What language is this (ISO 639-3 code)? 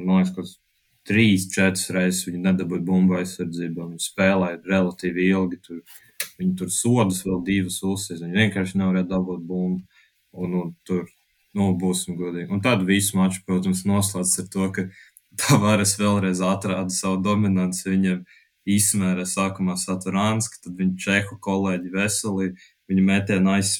lav